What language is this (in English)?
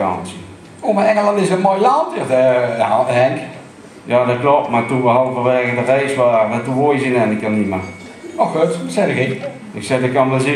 Limburgish